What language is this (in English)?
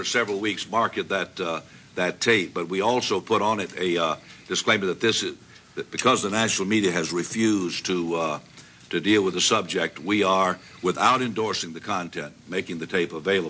English